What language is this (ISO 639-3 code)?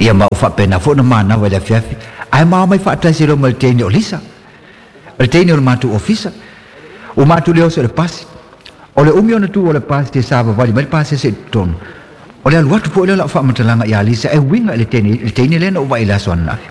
smo